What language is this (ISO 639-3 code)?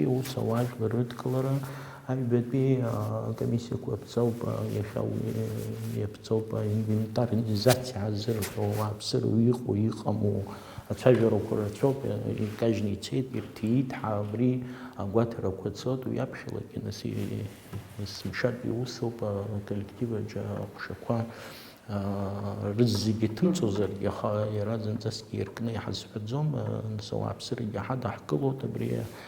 abk